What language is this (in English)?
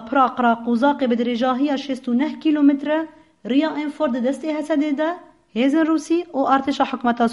Kurdish